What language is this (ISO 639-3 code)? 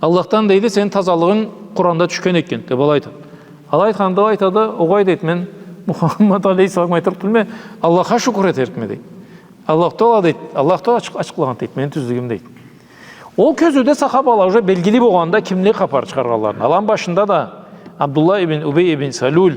krc